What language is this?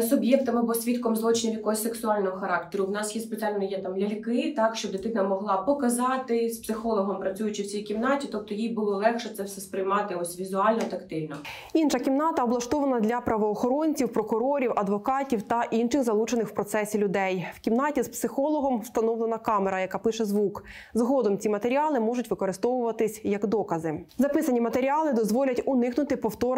Ukrainian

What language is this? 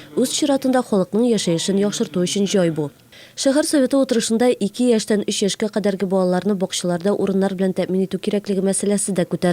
Tatar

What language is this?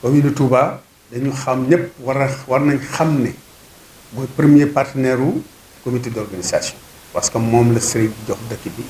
Wolof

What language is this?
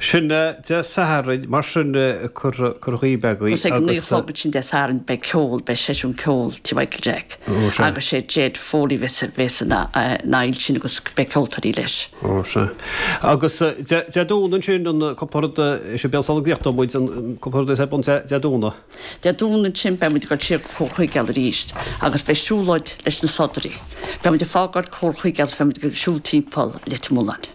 Irish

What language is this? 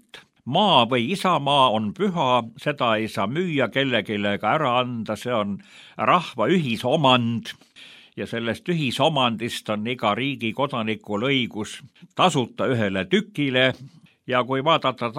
Estonian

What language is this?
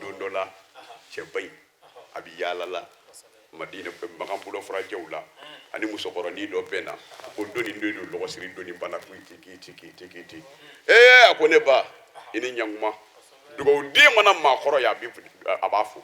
Bambara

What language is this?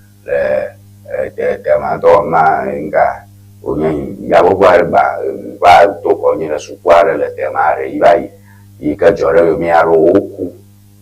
Ewe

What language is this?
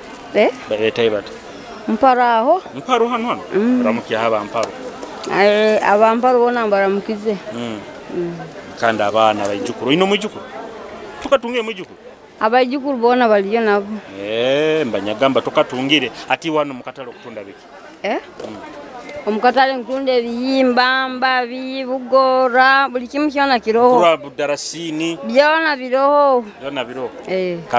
Nyoro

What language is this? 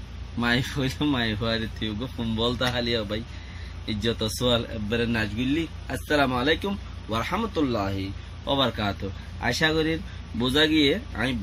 Rohingya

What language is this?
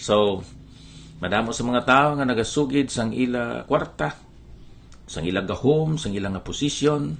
Hiligaynon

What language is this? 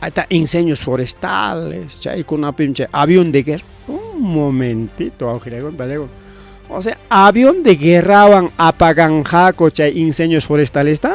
Ayacucho Quechua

